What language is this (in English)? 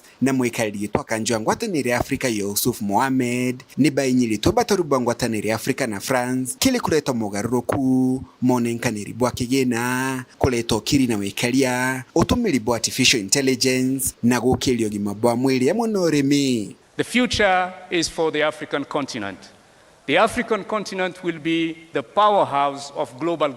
Meru